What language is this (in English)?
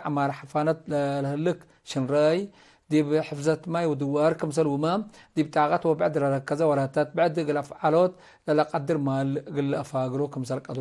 Tigre